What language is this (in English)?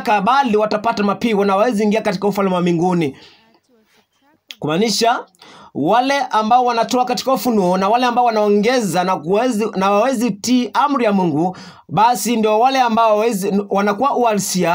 Swahili